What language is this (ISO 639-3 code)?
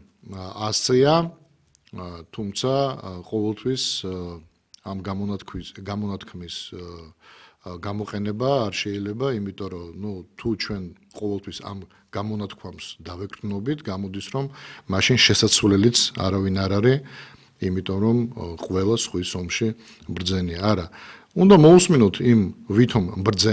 kat